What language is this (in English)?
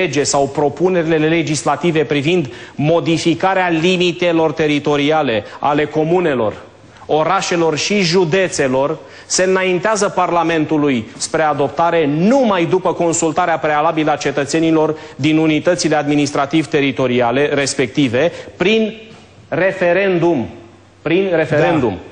Romanian